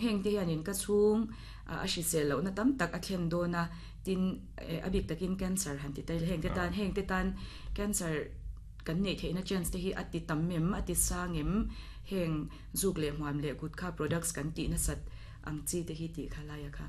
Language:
Mizo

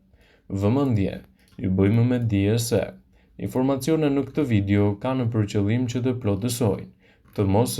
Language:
Albanian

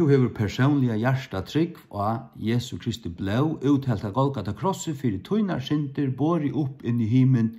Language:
Faroese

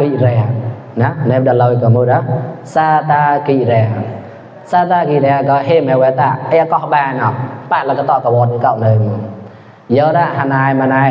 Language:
Mon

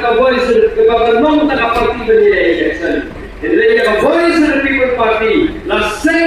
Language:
Khasi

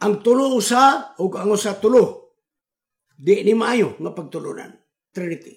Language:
Cebuano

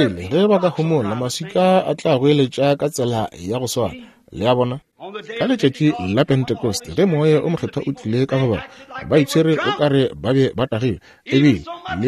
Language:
Northern Sotho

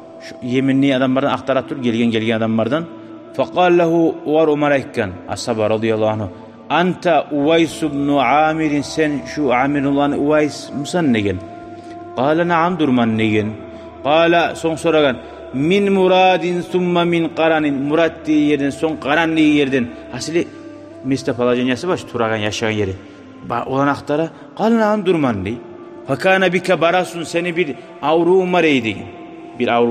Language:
Kumyk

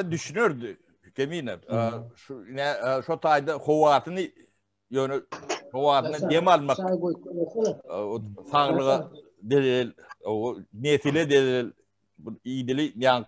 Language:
Turkmen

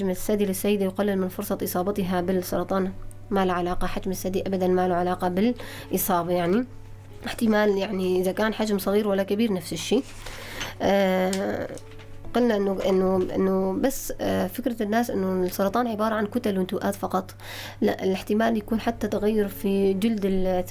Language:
North Levantine Arabic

